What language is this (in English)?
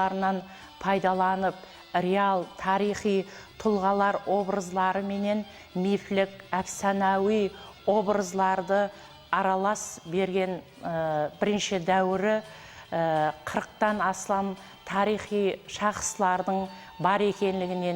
Kara-Kalpak